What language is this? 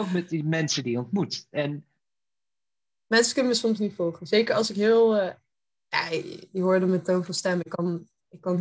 Dutch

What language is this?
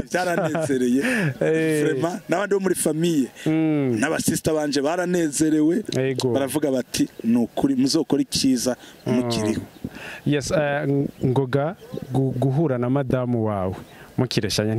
Rundi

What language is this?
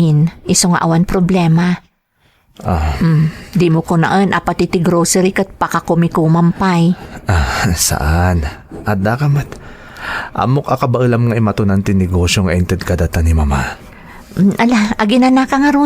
Iloko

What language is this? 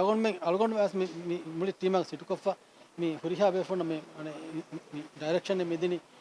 Divehi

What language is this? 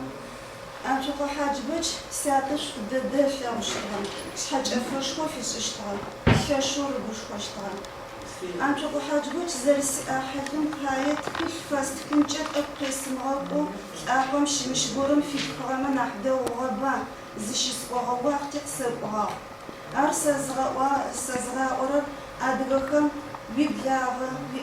Adyghe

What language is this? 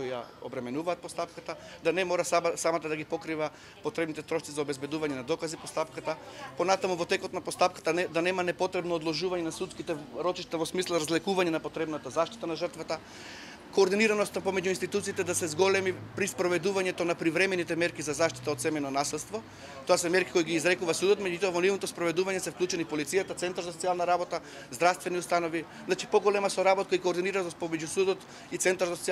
Macedonian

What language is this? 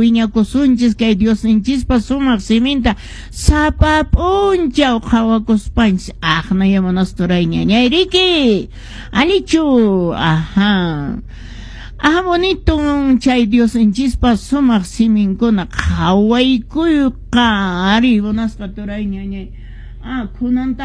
Quechua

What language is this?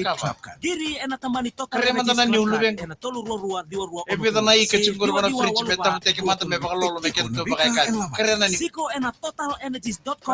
Fijian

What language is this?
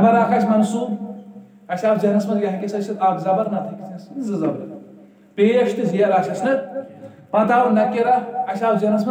Kashmiri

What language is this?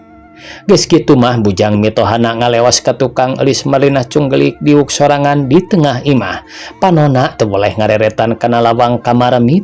Sundanese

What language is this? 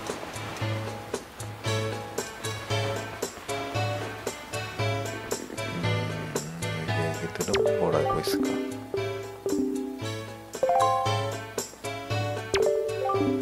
Korean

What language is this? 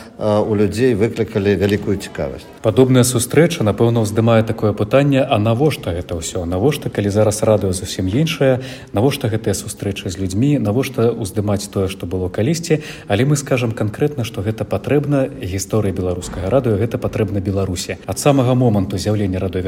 Belarusian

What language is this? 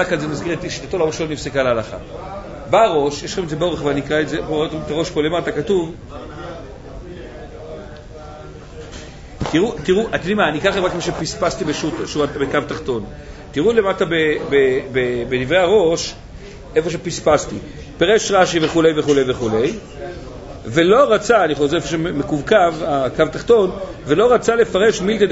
Hebrew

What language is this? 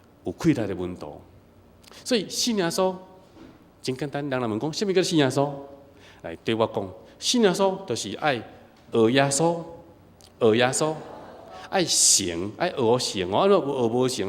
Min Nan Chinese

